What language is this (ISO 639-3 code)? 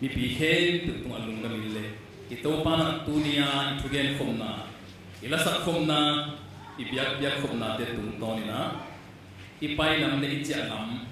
ctd